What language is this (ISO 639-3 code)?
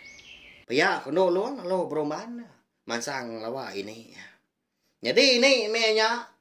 iba